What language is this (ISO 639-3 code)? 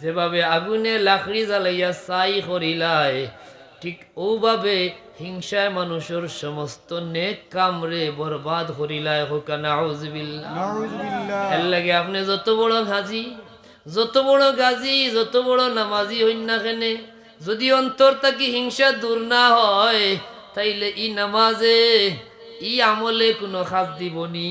syl